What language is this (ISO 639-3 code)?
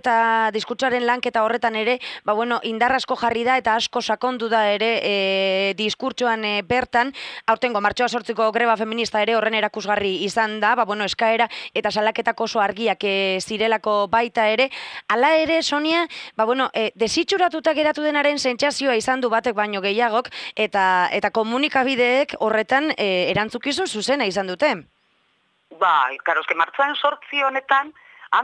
eus